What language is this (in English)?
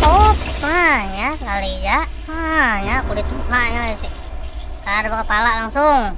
Banjar